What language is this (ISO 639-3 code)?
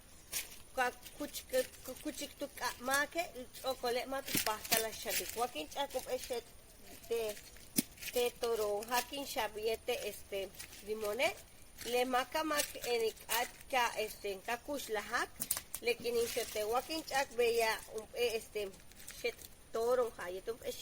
yua